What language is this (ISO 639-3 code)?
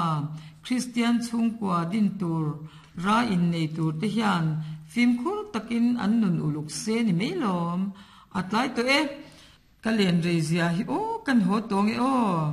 lus